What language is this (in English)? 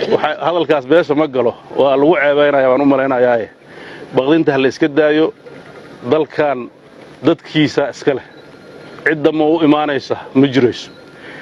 Somali